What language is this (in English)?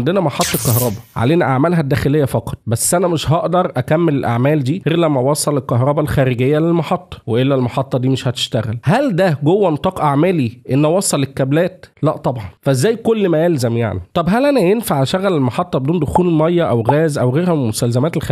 Egyptian Arabic